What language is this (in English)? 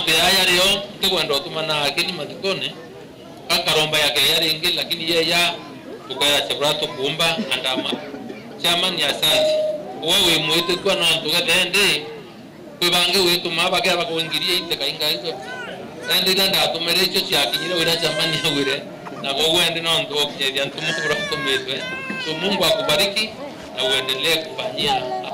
Meru